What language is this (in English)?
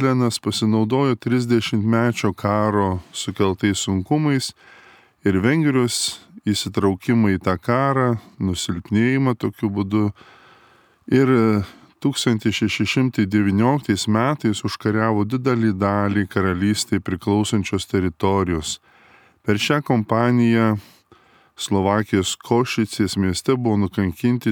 Lithuanian